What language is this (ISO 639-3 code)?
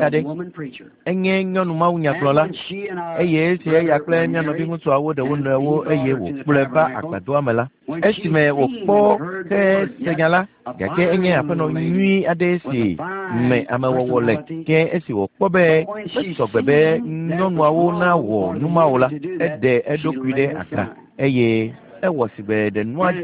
ewe